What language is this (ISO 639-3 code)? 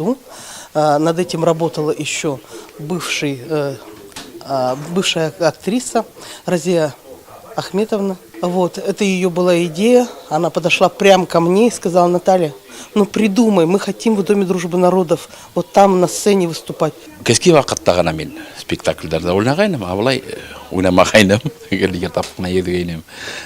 bak